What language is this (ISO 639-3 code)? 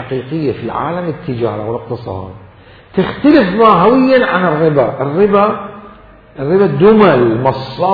acm